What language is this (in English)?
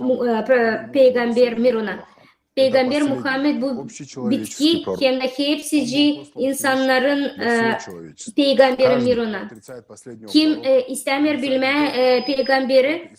Gagauz